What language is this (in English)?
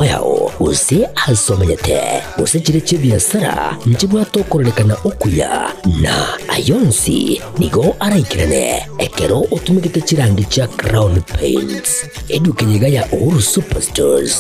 Gusii